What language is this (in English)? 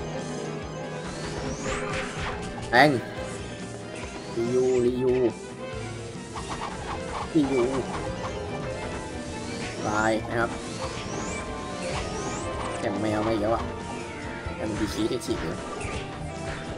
Thai